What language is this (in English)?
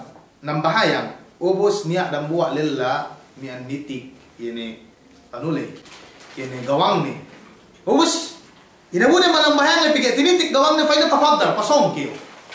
Yakan